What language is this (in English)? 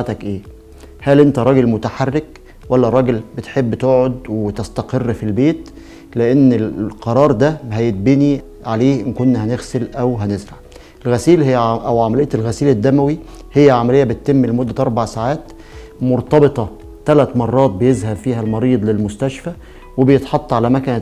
Egyptian Arabic